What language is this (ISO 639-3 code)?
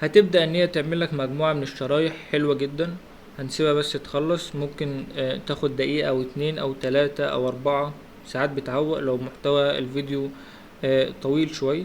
arz